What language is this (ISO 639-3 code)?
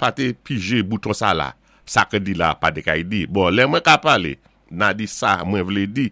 acf